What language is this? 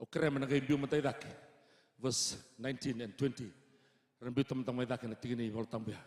Fijian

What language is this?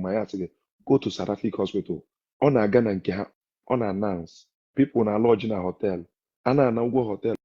Igbo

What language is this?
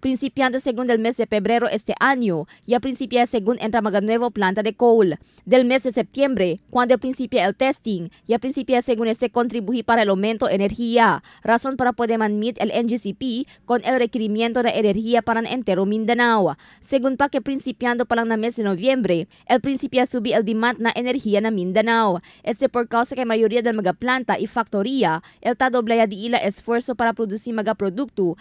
Chavacano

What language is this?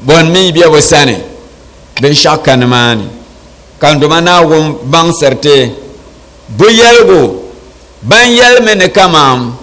Dagbani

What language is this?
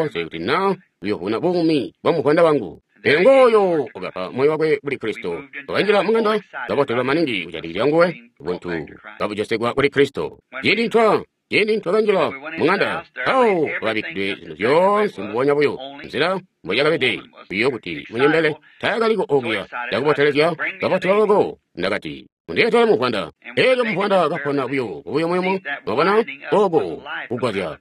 Tonga (Zambia)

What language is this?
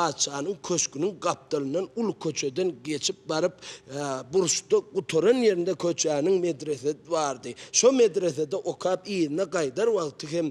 Turkmen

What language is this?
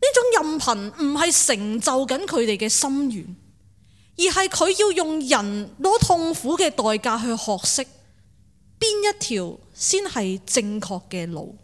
Cantonese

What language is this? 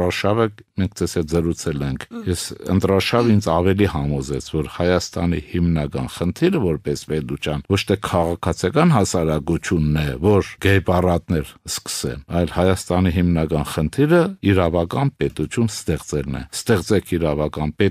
Armenian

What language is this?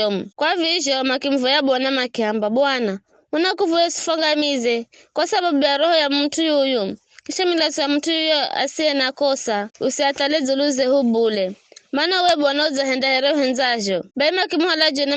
Giryama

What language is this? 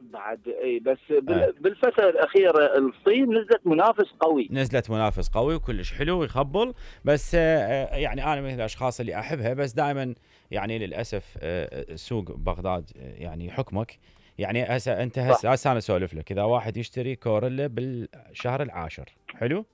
Mesopotamian Arabic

